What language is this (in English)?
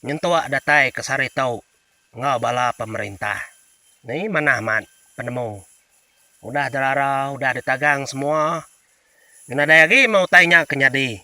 Iban